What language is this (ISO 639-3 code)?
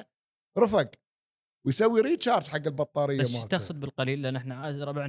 afb